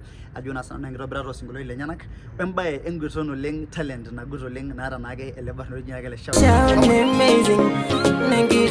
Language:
Masai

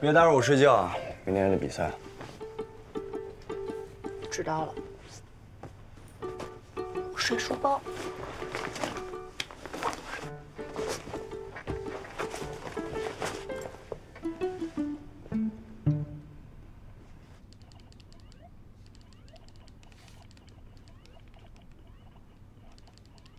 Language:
Chinese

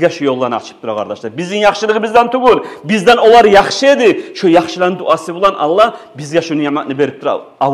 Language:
Kumyk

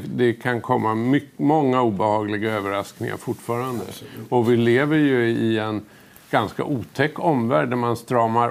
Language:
Swedish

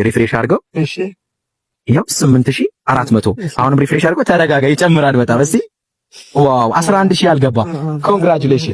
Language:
Amharic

